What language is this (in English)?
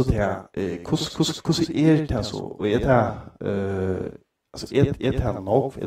Faroese